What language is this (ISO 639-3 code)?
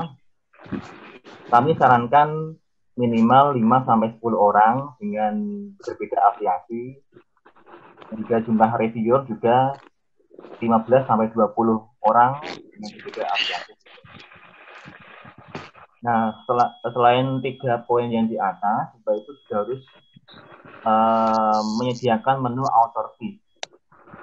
ind